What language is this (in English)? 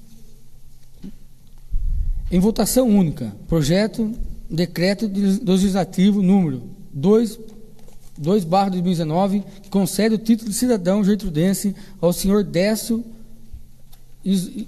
Portuguese